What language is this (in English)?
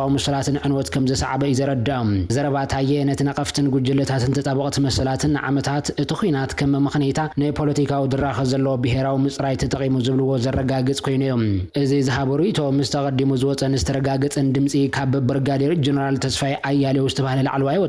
Tigrinya